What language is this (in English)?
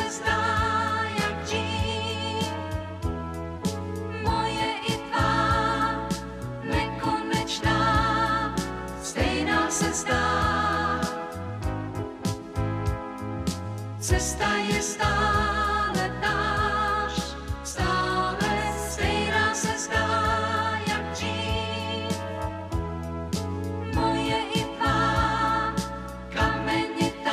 Czech